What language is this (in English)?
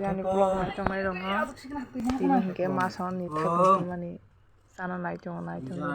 Kok Borok